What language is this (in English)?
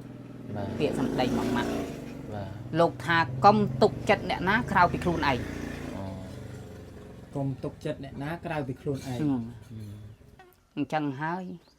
Khmer